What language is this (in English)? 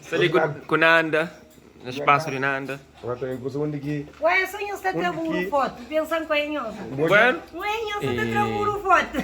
Kabuverdianu